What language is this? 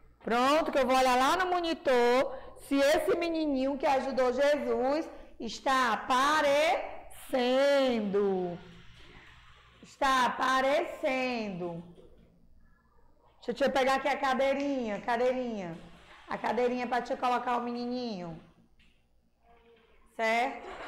Portuguese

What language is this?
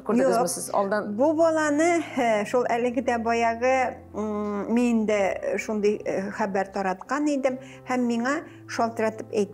Tatar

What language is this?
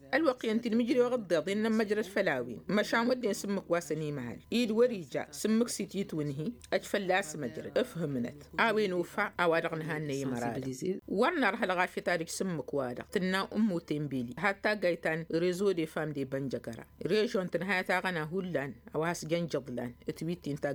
Tamasheq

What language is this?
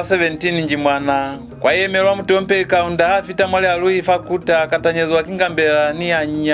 Lozi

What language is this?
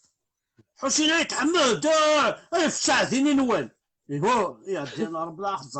Kabyle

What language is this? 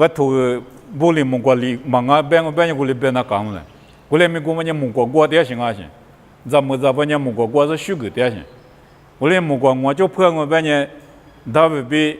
Lisu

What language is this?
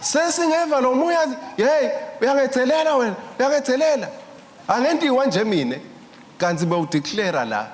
Swati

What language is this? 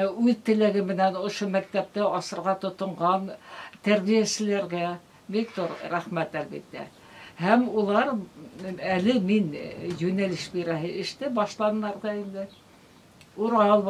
Bashkir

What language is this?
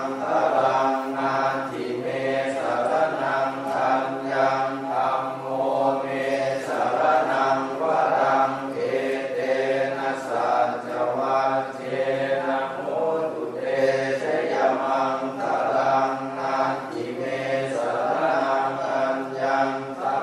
Pali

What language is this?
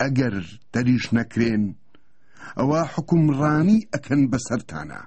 Central Kurdish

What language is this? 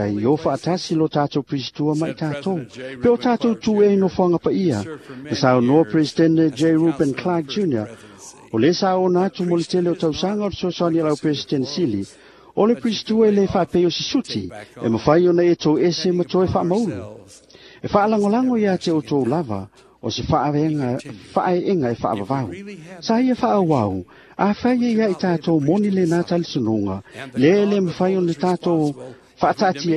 Samoan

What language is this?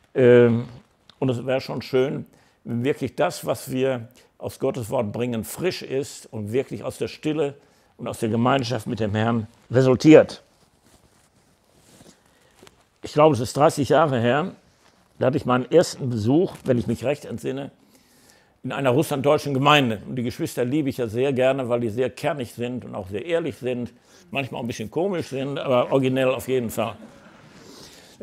German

